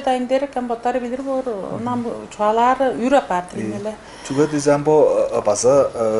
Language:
Tuvinian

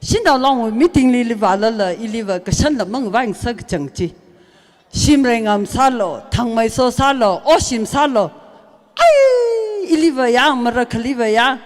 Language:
Tangkhul Naga (India)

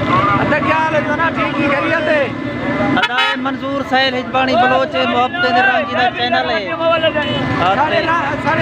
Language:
Saraiki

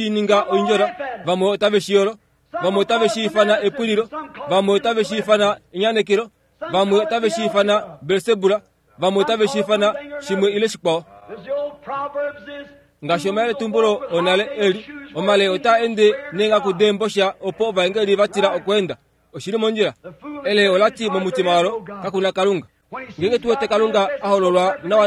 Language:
Kuanyama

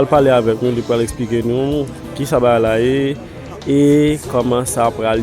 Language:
Haitian Creole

